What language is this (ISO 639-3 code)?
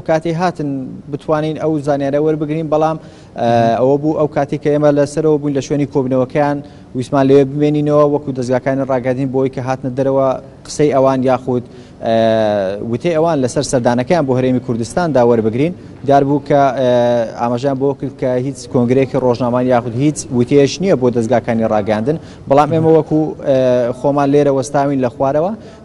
ckb